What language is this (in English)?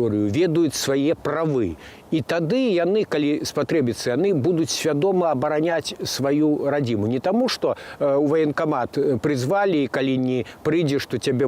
Belarusian